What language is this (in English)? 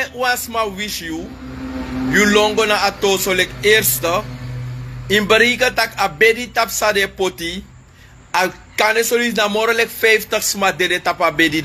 Sranan Tongo